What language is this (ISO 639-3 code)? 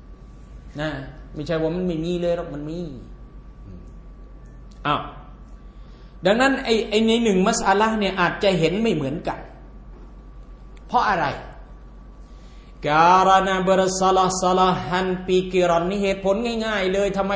tha